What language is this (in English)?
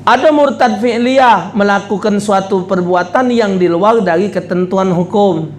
Musi